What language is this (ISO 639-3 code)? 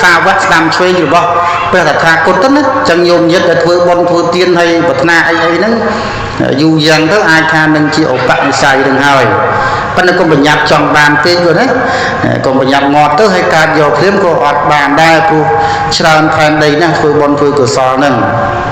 khm